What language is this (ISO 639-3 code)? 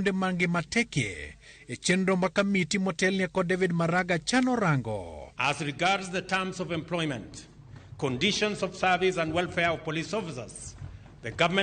luo